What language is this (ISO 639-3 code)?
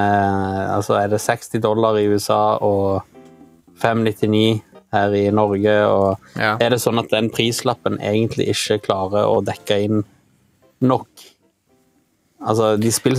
nor